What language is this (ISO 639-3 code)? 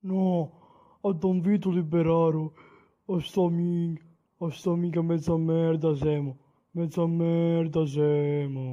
scn